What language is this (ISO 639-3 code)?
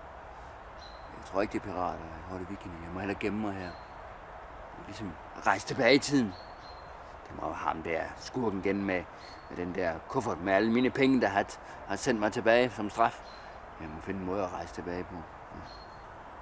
dan